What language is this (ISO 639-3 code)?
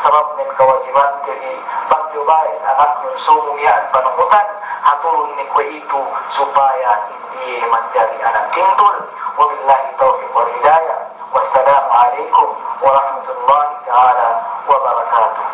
yka